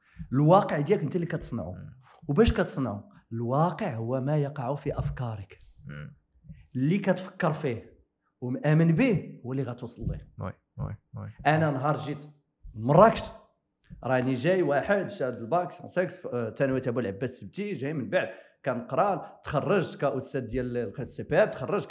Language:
Moroccan Arabic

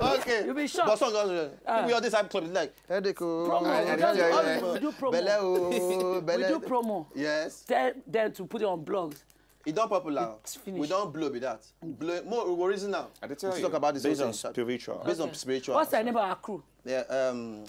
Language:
Nigerian Pidgin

